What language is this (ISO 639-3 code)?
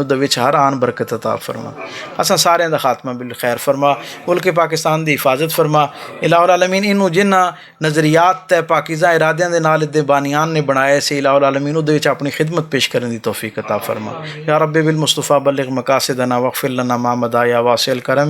lah